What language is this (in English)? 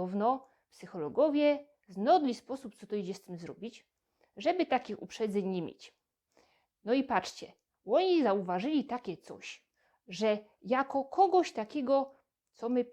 Silesian